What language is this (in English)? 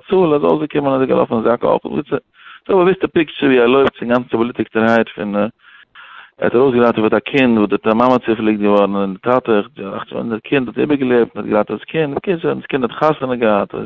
Yiddish